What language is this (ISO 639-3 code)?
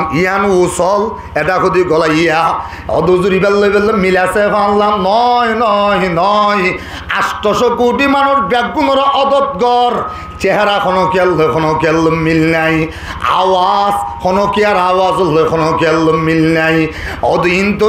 rhg